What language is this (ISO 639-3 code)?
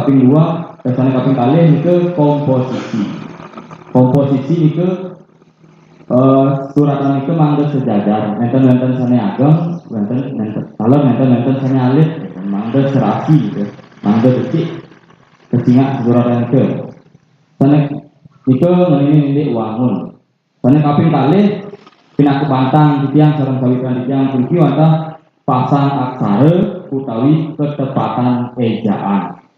ban